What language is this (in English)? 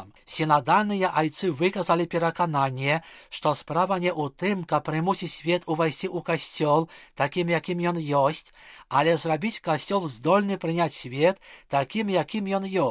Belarusian